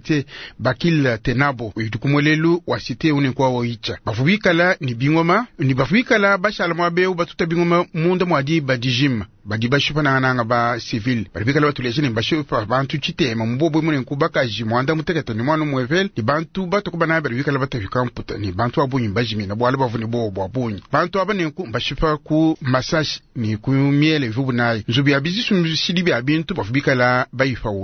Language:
Luba-Lulua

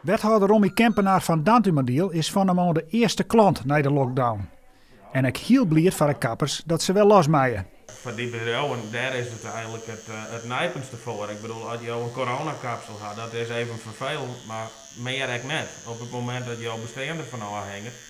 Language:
Western Frisian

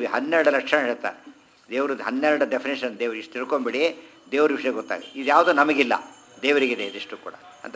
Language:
Kannada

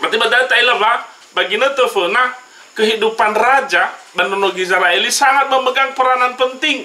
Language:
Nias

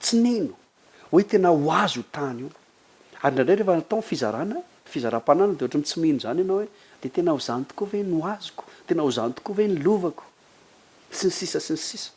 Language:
Malagasy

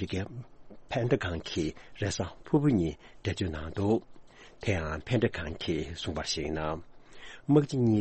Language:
Tibetan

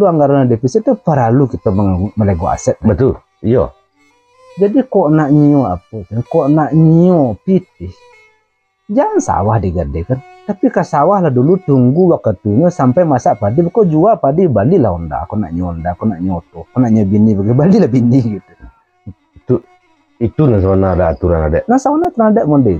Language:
Minangkabau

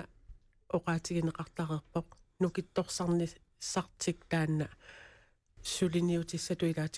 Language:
Kalaallisut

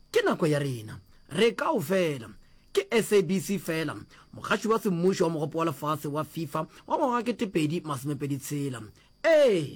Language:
Northern Sotho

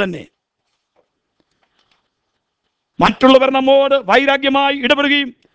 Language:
Malayalam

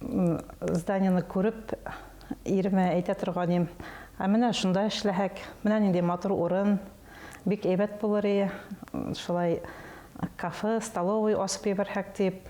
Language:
Bashkir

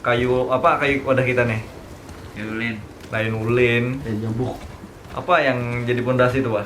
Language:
Banjar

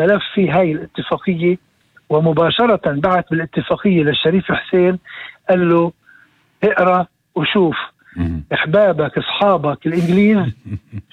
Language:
North Levantine Arabic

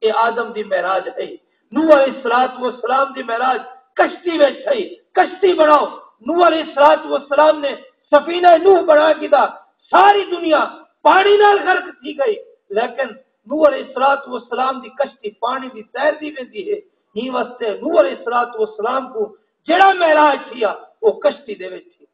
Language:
Saraiki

